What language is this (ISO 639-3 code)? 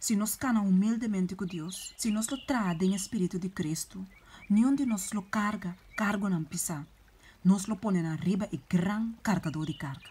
pap